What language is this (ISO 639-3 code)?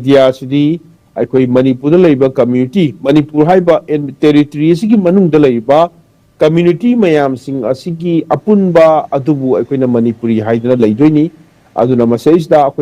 mni